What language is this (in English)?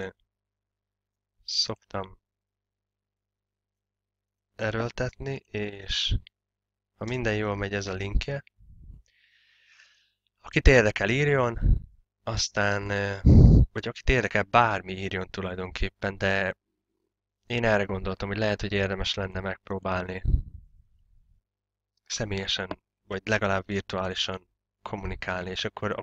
Hungarian